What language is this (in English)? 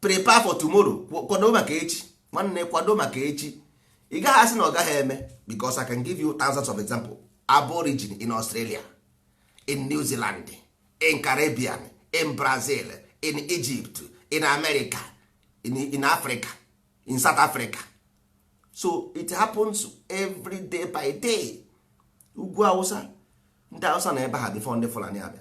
Igbo